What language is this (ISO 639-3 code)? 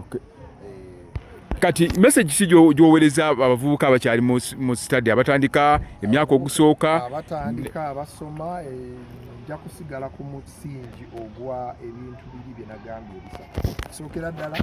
lug